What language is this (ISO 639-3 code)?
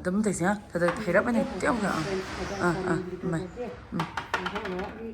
nmf